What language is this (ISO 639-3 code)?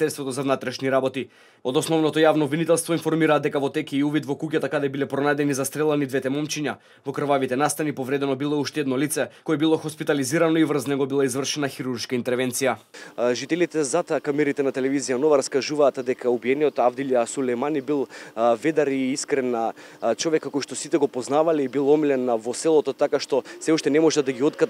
mkd